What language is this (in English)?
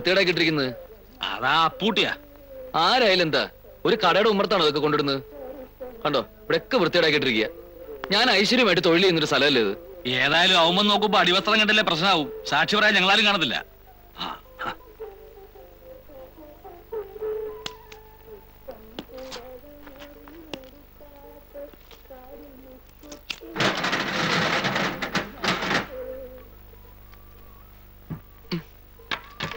Malayalam